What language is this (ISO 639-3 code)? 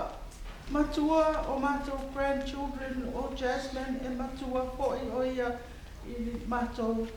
smo